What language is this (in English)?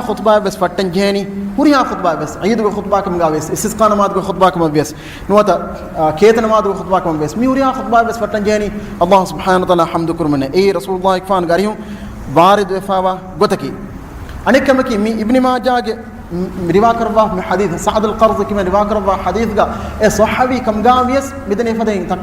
Divehi